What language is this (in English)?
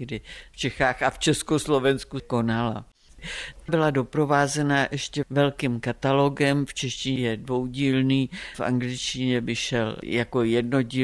Czech